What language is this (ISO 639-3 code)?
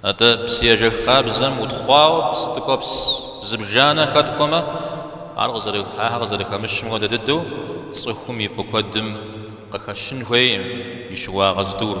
kbd